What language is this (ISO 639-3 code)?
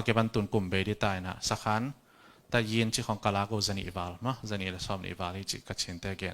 ctd